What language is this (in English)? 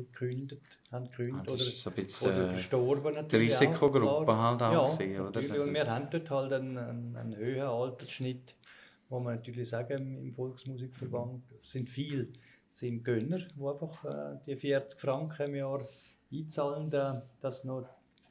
Swiss German